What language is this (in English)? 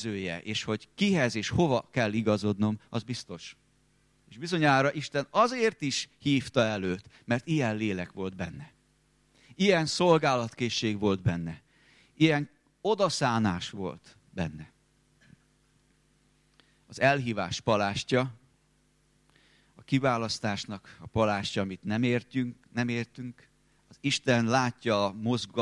Hungarian